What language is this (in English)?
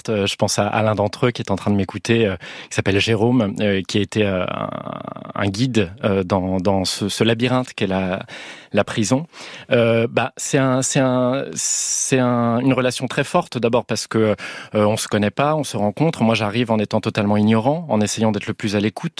French